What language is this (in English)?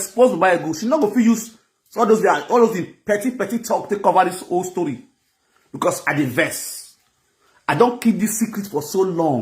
Nigerian Pidgin